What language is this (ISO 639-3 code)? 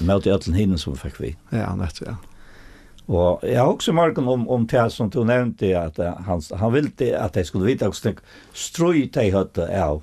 fao